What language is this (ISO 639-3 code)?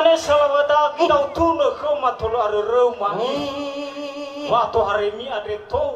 nia